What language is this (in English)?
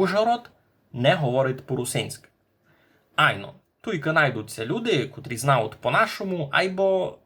Rusyn